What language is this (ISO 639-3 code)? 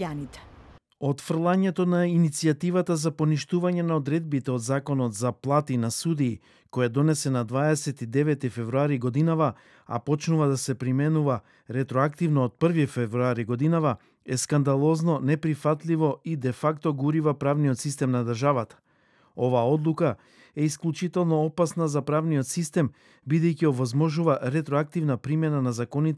mkd